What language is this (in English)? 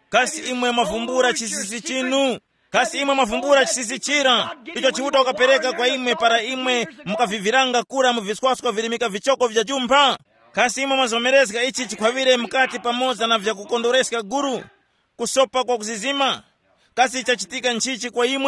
Tumbuka